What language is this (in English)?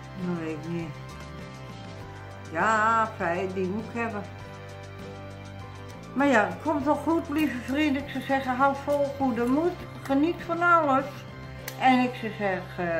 Dutch